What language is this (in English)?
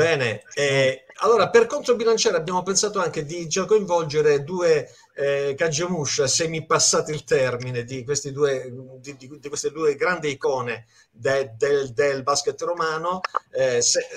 Italian